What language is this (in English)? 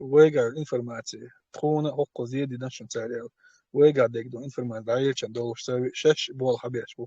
Chechen